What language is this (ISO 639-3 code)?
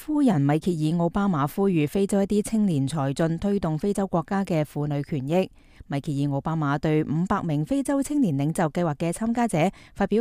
yue